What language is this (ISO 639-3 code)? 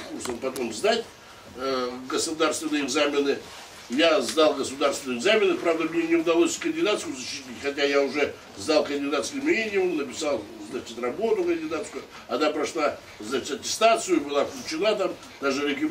rus